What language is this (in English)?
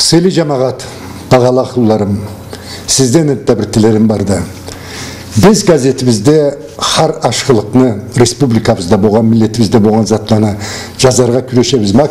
Karachay-Balkar